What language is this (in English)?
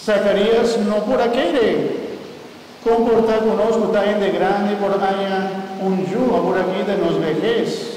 Papiamento